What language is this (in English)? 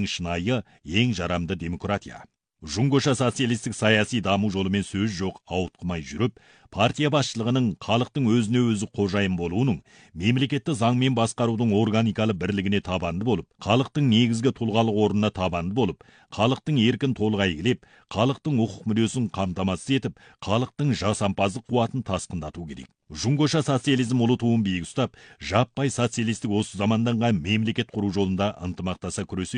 Kazakh